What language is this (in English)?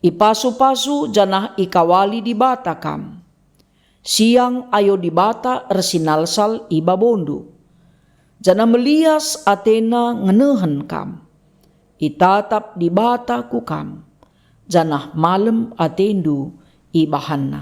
Batak Karo